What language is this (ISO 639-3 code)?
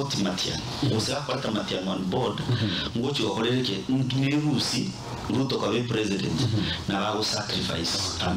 guz